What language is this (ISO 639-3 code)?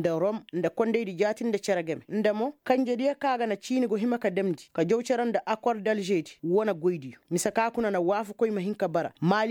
ses